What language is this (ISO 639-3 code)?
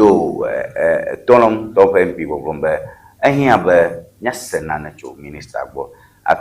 ewe